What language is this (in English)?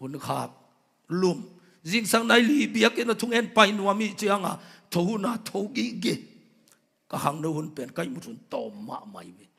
Tedim Chin